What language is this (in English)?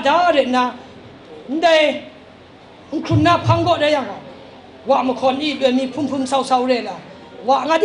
Kachin